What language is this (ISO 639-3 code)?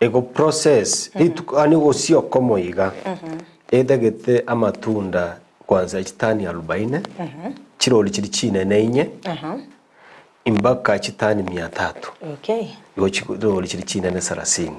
guz